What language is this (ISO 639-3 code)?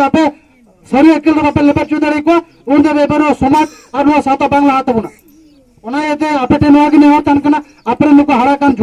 sat